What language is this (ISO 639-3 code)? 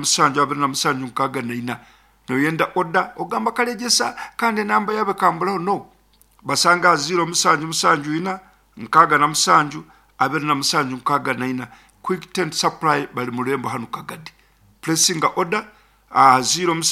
nyn